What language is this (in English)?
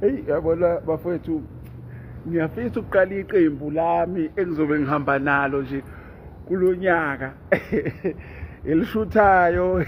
Zulu